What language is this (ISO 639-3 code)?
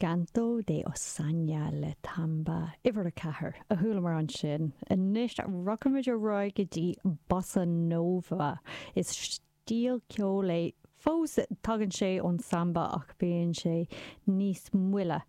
gle